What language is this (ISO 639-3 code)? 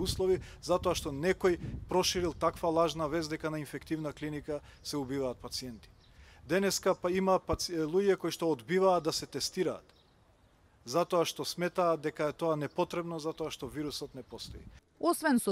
mkd